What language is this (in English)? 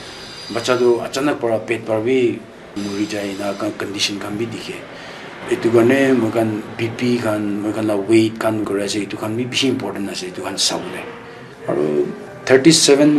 Naga Pidgin